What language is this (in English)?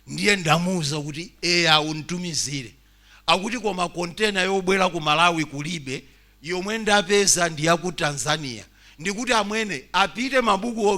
Nyanja